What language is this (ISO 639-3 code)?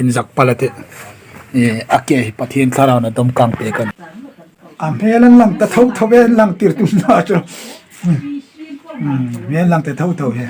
hmr